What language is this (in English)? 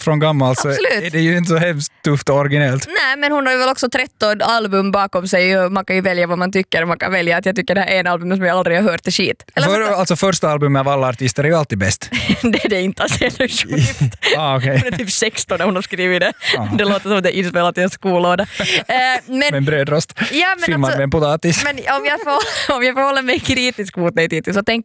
Swedish